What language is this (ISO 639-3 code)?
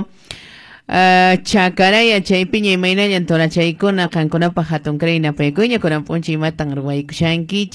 que